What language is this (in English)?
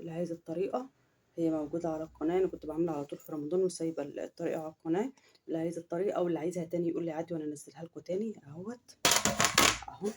Egyptian Arabic